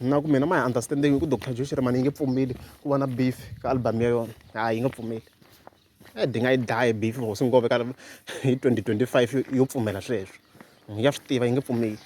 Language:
Tsonga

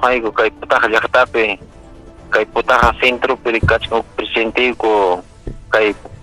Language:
Ayacucho Quechua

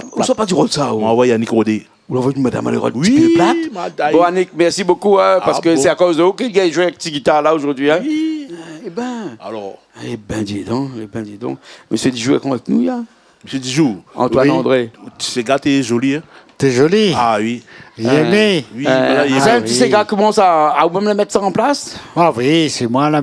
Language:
Réunion Creole French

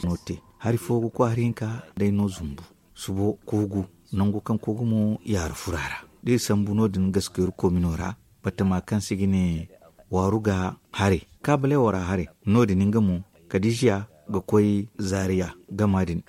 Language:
Zarma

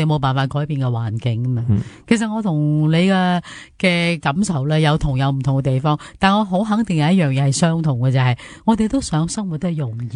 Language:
Cantonese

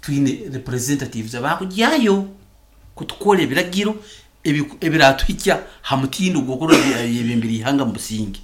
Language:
Nyankole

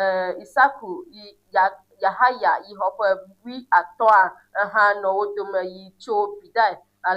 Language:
Ewe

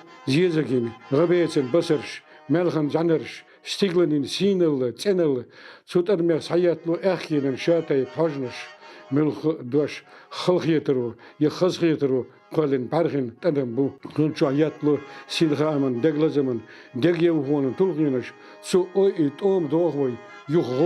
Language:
Chechen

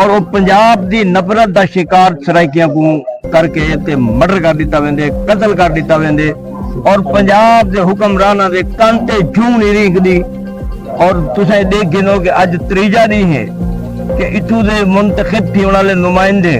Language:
Saraiki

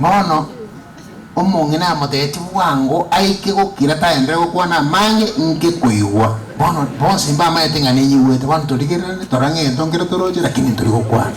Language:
Gusii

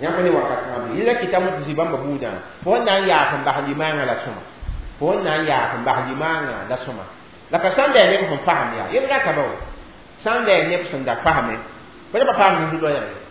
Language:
Mossi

